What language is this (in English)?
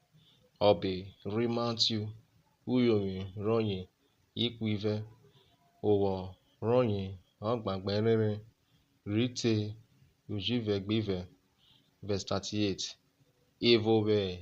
Urhobo